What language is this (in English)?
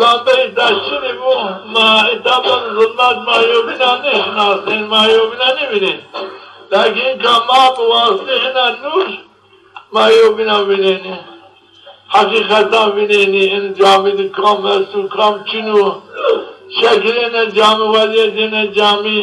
Zaza